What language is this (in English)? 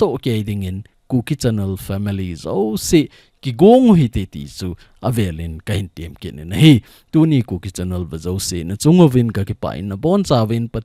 Thado Chin